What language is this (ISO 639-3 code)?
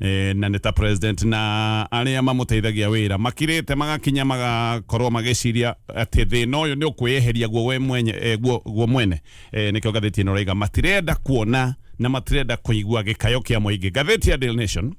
kik